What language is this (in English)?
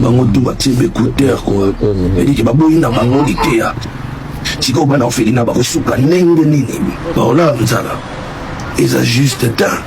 Lingala